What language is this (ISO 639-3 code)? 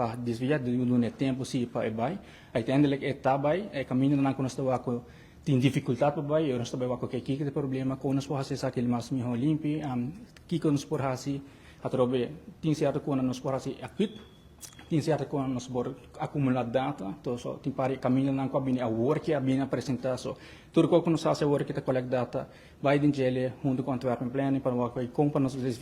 pap